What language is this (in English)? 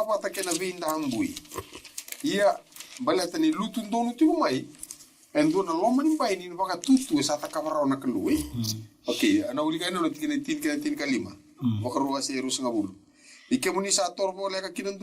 Fijian